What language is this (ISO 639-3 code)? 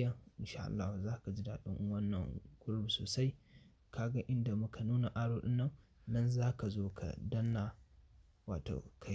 hau